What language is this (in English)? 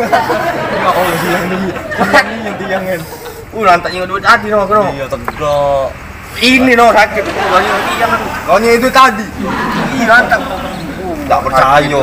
Musi